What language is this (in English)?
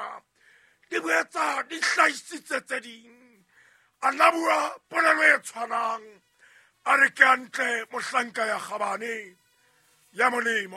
Southern Sotho